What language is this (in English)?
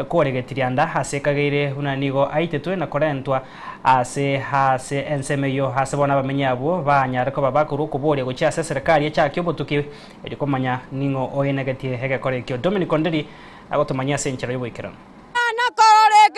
Gusii